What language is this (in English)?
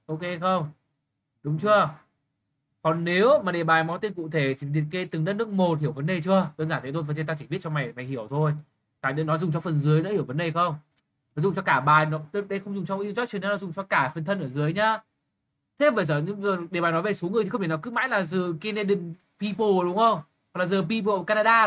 Vietnamese